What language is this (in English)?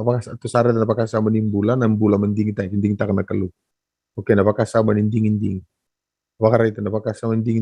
Fijian